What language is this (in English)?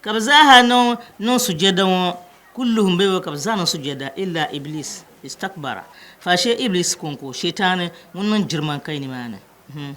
Dagbani